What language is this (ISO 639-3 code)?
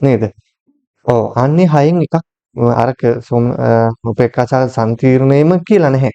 sin